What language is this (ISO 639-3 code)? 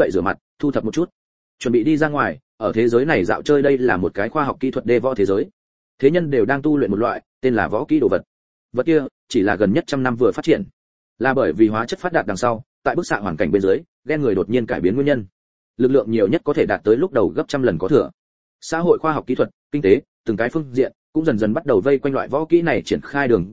vie